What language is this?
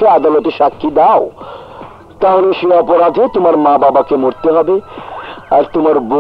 Bangla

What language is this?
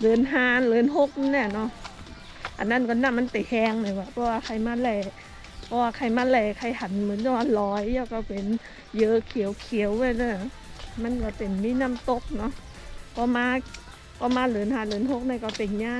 Shan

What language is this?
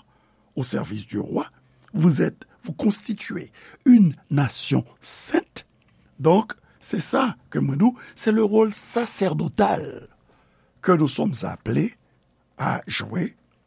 Haitian Creole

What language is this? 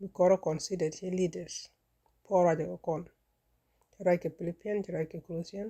Nuer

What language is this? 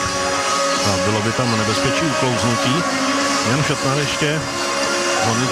Czech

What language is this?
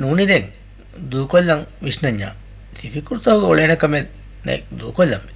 Divehi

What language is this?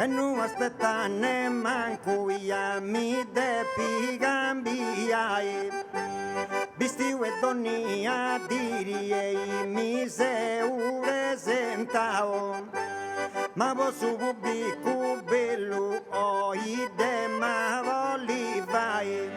Sardinian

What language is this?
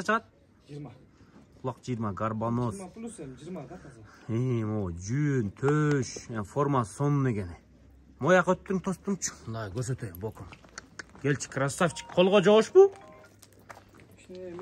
Kyrgyz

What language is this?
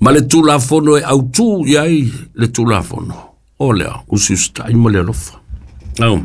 Samoan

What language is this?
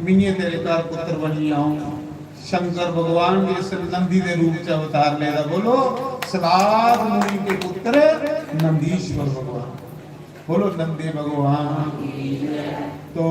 Dogri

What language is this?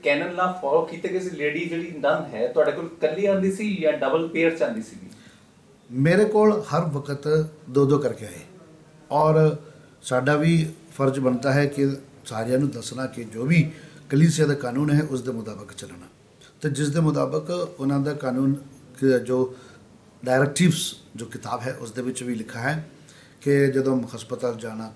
Punjabi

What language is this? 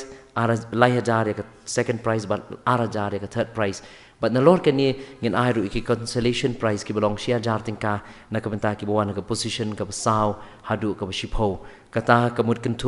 Khasi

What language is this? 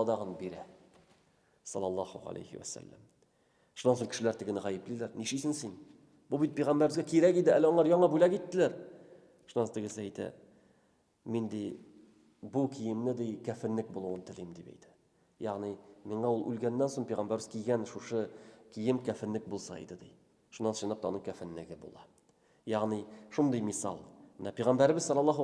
Tatar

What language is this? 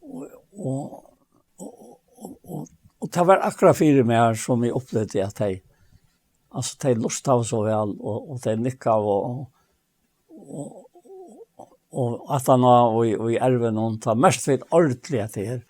Faroese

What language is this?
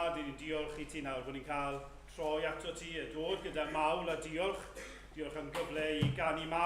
Welsh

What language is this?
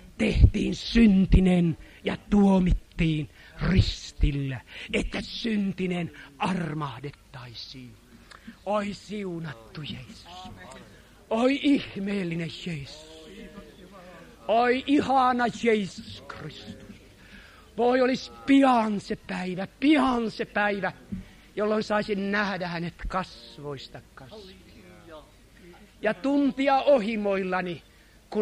Finnish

